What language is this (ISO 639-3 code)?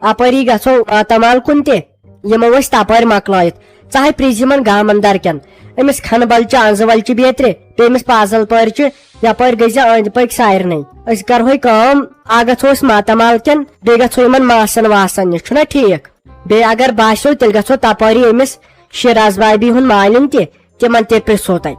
kas